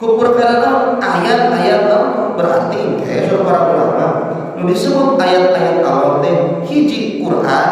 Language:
Sundanese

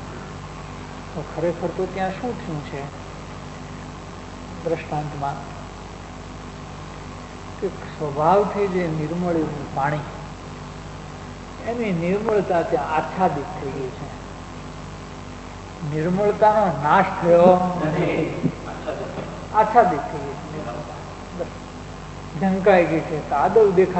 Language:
Gujarati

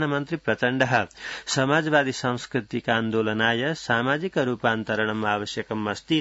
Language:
Sanskrit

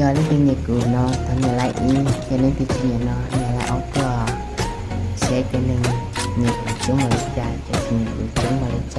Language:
Hmong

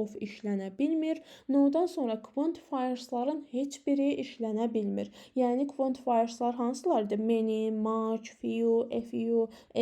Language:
Azerbaijani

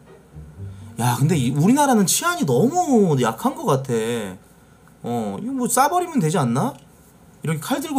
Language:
Korean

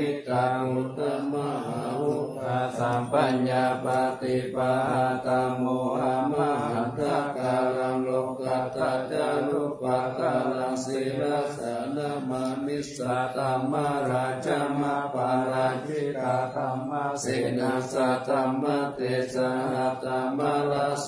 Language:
Pali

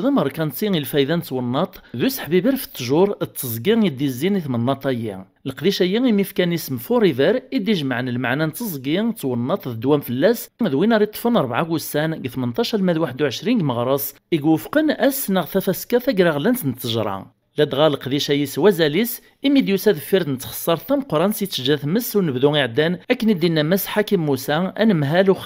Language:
Kabyle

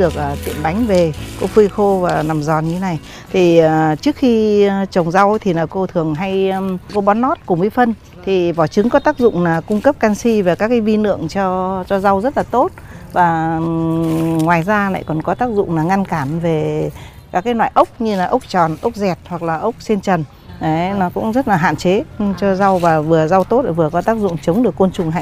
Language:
Vietnamese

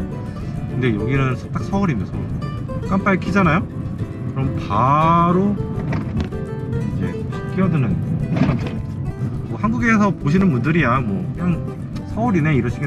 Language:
Korean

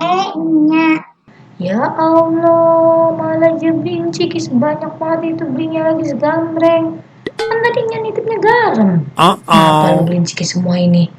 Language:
Betawi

